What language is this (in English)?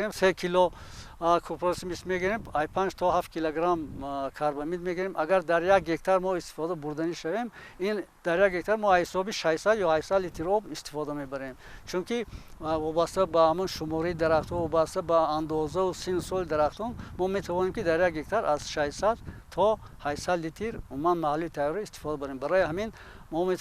Tajik